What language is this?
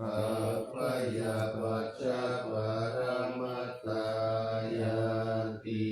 Pali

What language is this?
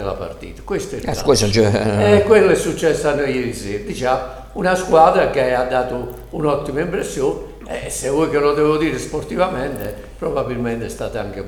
Italian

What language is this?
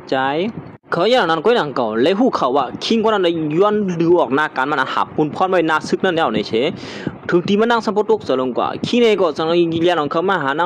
Shan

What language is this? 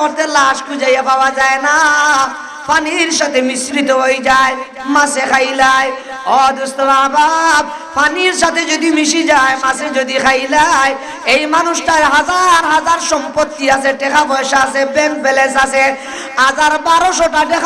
Sylheti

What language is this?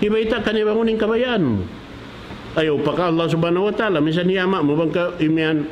Tausug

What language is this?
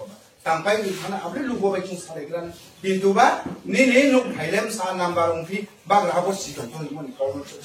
Riang (India)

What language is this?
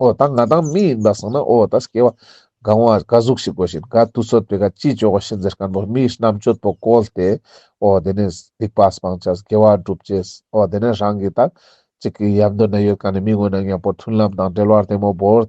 Ladakhi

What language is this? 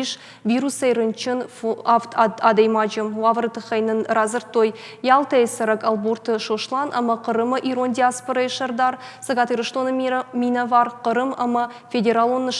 Ossetic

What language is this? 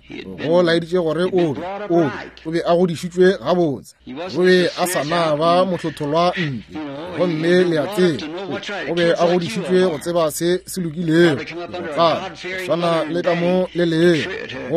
Northern Sotho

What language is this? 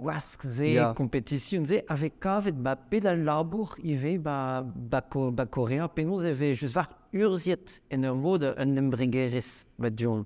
Breton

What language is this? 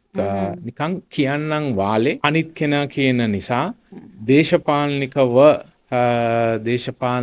Sinhala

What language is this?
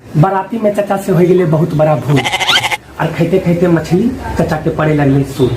Magahi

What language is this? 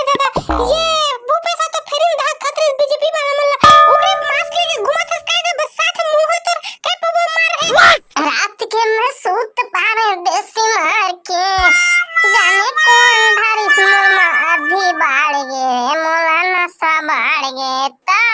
Chhattisgarhi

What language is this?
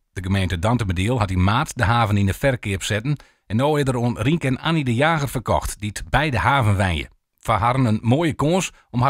Western Frisian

